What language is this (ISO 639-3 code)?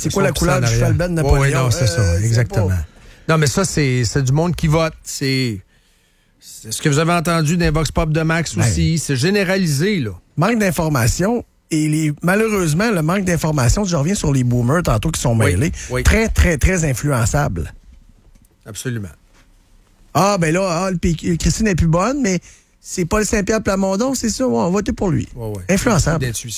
fra